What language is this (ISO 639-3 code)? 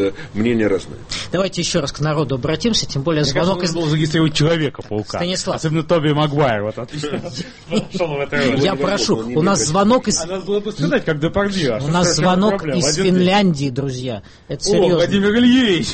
rus